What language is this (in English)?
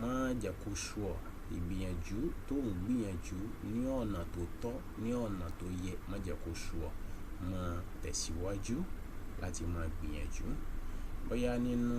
Yoruba